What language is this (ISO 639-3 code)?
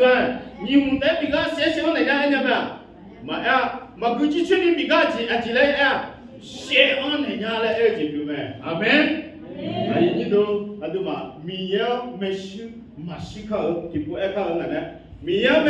ahk